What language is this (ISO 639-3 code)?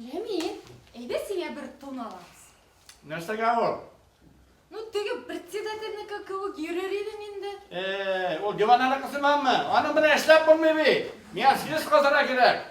bak